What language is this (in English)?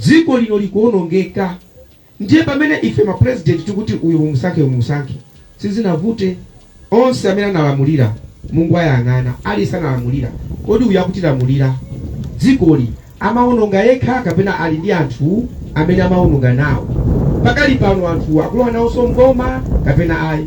Nyanja